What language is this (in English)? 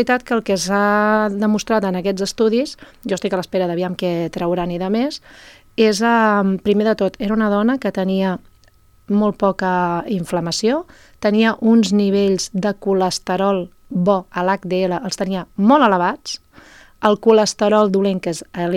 Catalan